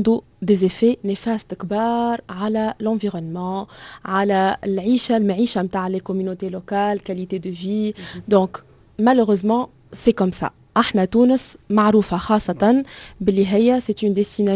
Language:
Tunisian Arabic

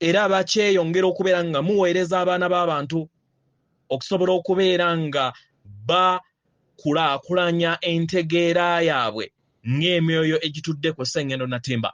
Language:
Ganda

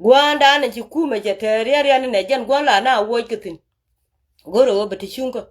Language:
Nuer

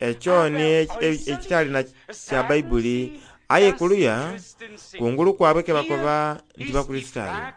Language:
Soga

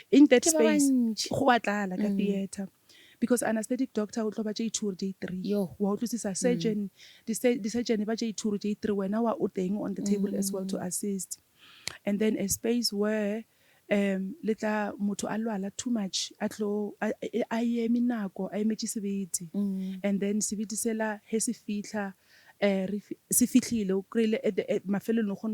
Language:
Northern Sotho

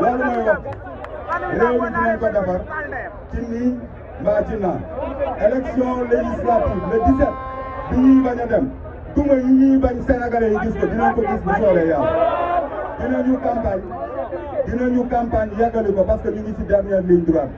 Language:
Wolof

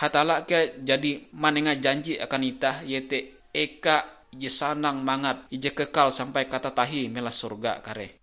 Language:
Ngaju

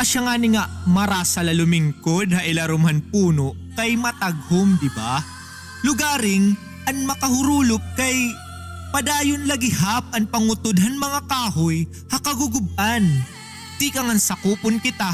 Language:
Waray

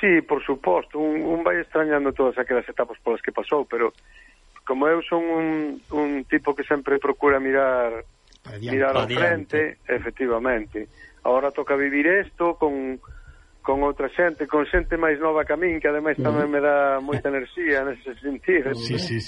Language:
Galician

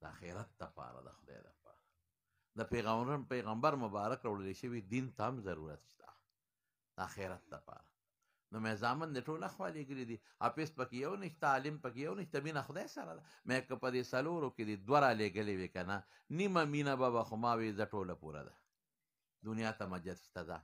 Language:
Pashto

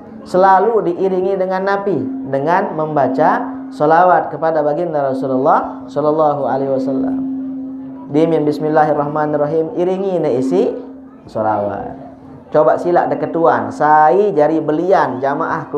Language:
Sasak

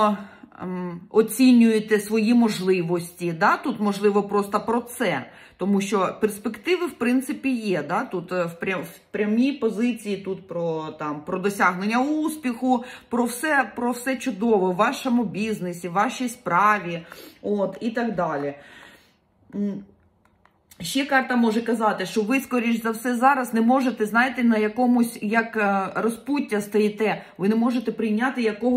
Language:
Ukrainian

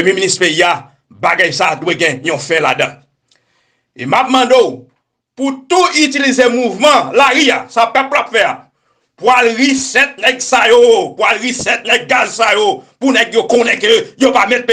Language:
Haitian Creole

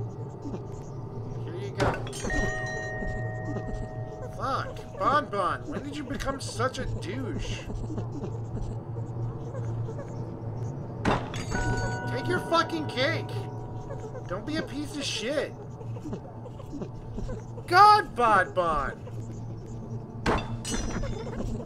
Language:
English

